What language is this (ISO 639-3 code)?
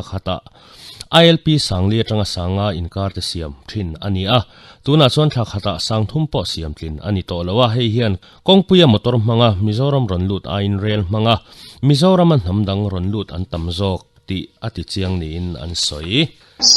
lus